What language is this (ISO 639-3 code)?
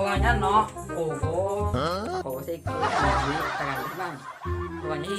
bjn